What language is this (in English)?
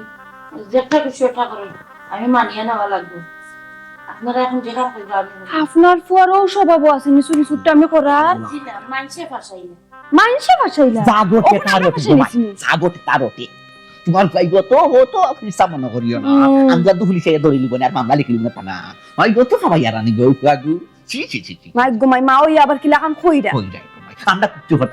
Sylheti